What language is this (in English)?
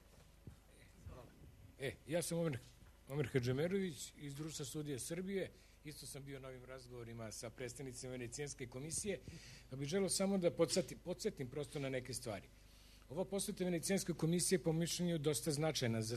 Serbian